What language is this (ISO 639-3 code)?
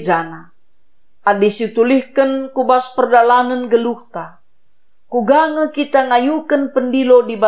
btx